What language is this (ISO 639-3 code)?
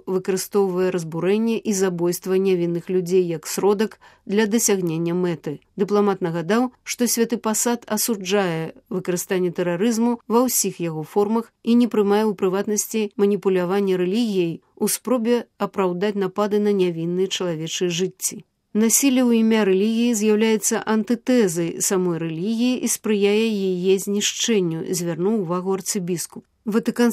bel